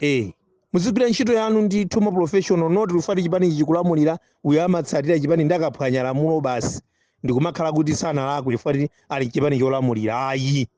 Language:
Nyanja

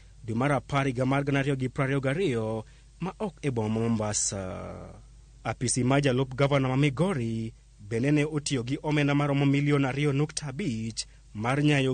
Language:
Luo (Kenya and Tanzania)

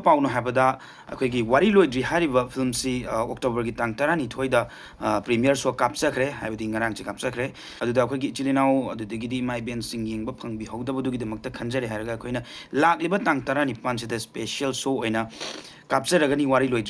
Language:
Manipuri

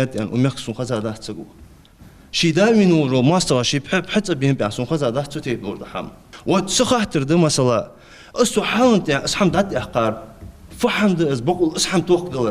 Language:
Ingush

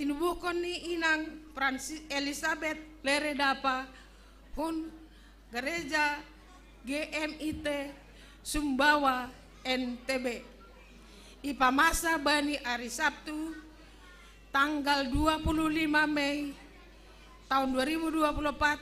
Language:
Batak Simalungun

